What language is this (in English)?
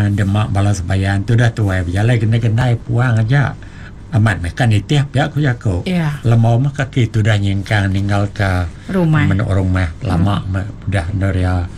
Iban